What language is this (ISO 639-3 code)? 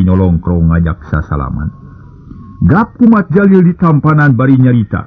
sun